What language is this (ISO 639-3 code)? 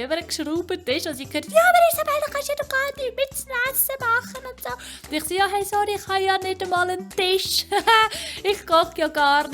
gsw